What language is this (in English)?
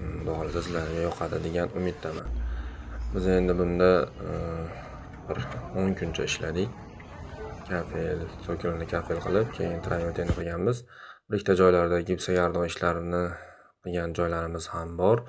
Uzbek